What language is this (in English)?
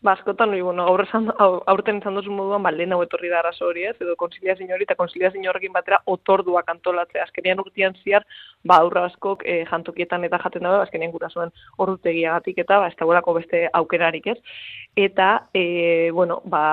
Basque